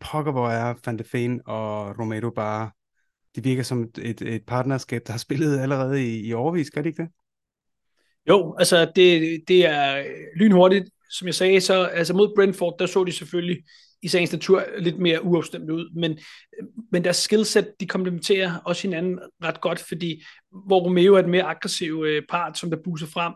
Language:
Danish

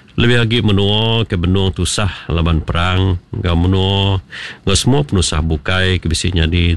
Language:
Iban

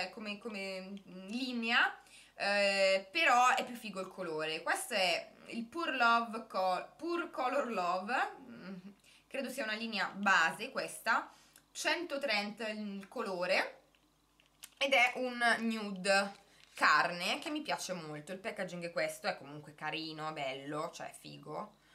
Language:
Italian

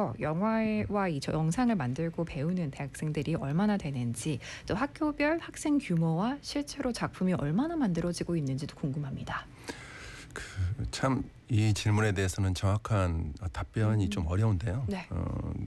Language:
Korean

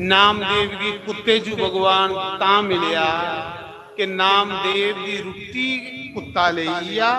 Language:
Dogri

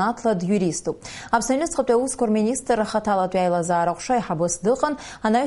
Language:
Abkhazian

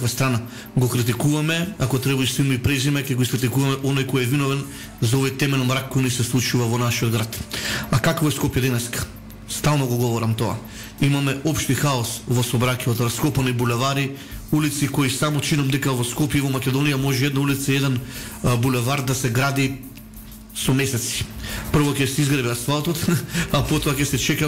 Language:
Macedonian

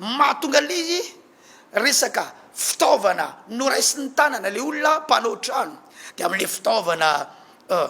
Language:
Malagasy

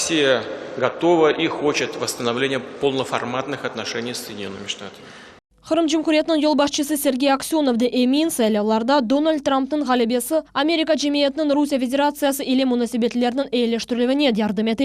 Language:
Crimean Tatar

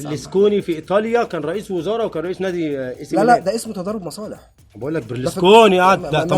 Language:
Egyptian Arabic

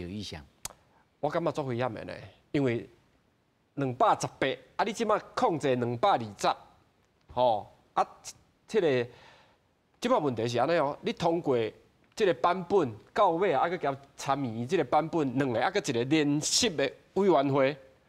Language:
Min Nan Chinese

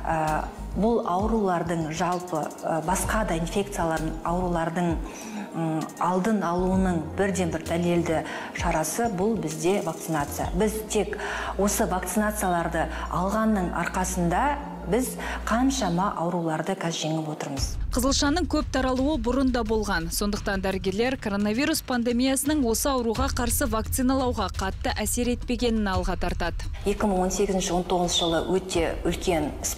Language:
Kazakh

